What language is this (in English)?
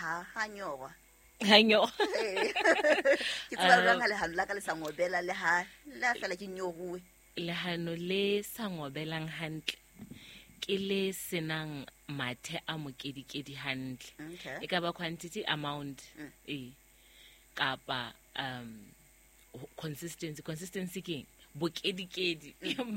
Southern Sotho